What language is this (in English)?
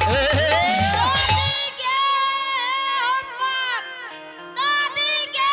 Angika